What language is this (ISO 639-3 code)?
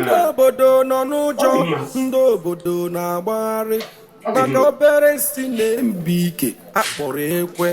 ibo